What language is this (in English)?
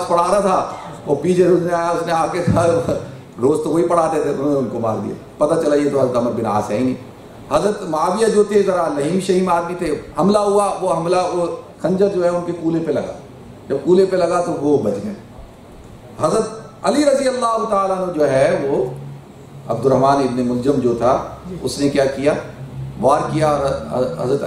Urdu